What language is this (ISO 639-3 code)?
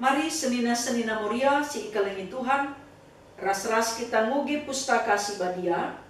btx